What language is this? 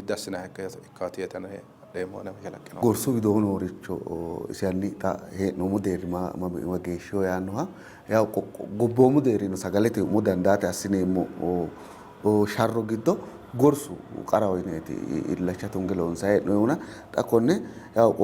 Sidamo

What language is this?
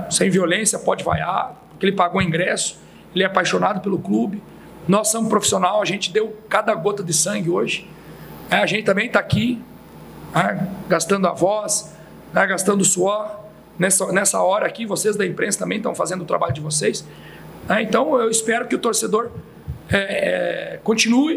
Portuguese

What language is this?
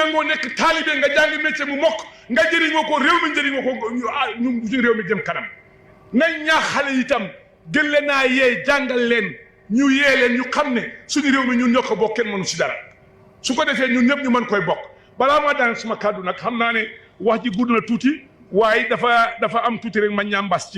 Wolof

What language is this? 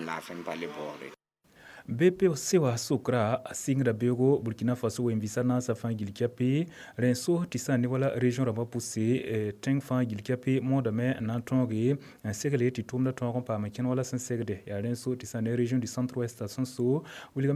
Mossi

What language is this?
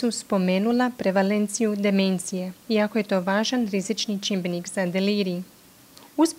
Croatian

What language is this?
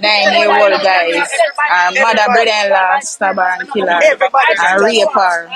Jamaican Creole English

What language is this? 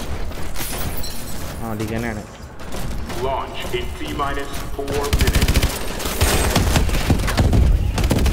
Malayalam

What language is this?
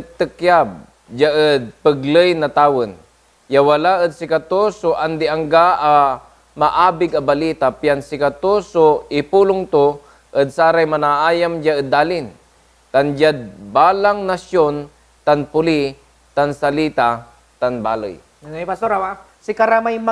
Pangasinan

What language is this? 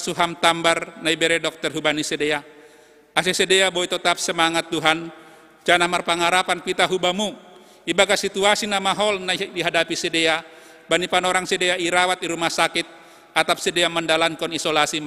Batak Simalungun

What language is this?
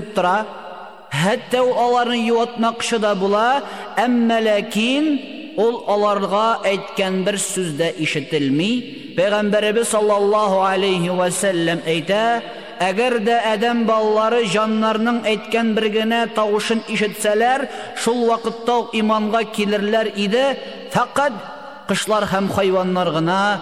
Tatar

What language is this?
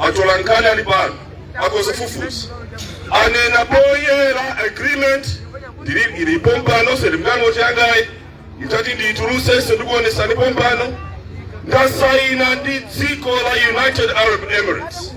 Nyanja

